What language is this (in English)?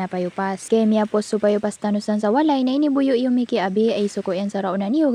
Maranao